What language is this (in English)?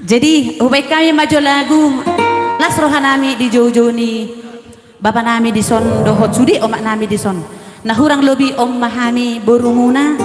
Batak Toba